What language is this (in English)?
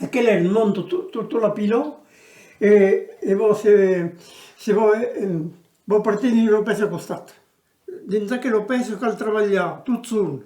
Occitan